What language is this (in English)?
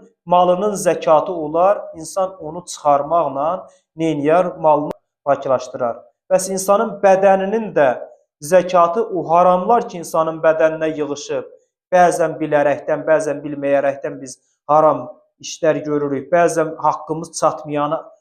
Azerbaijani